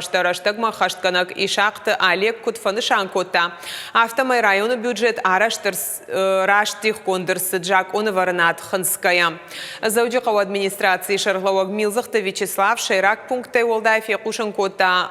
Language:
Ossetic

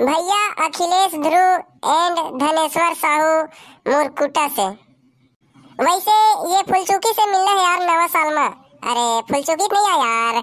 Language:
Chhattisgarhi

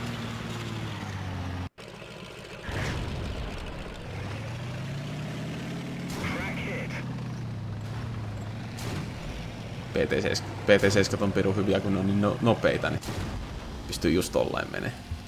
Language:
Finnish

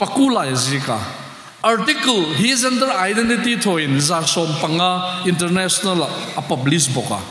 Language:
Hmar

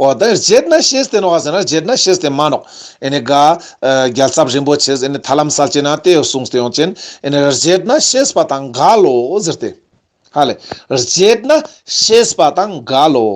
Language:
Ladakhi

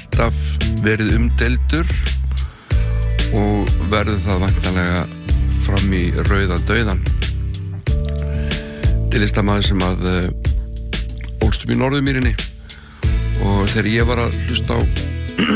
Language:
Icelandic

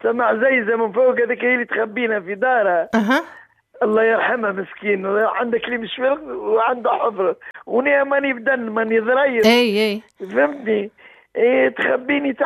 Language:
Tunisian Arabic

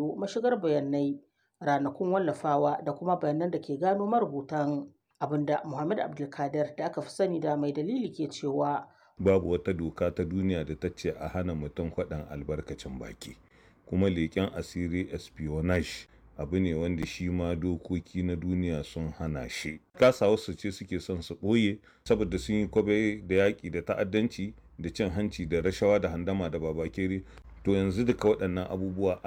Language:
Hausa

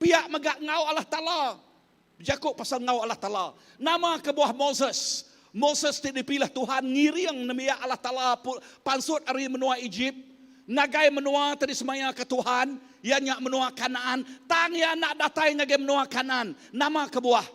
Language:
Iban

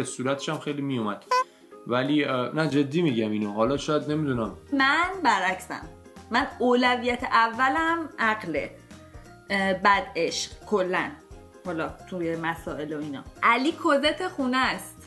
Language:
Persian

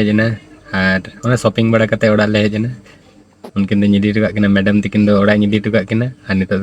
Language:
Santali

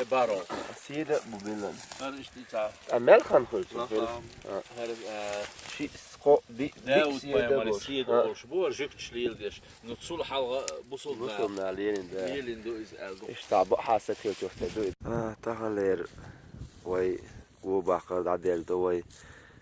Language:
Chechen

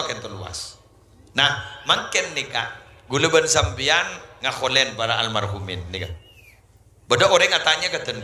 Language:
Madurese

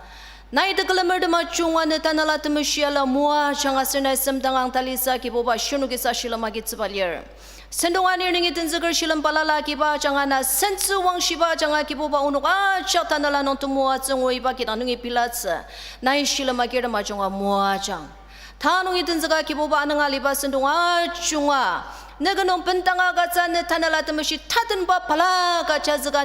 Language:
Ao Naga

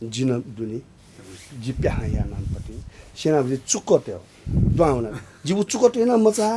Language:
Newari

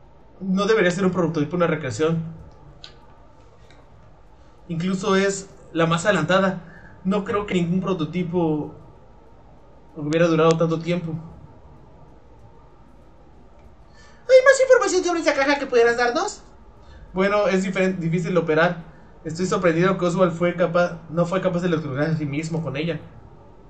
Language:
Spanish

